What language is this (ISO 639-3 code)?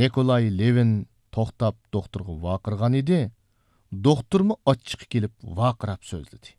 uig